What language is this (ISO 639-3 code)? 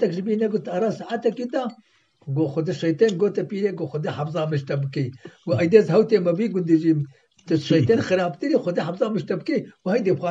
kur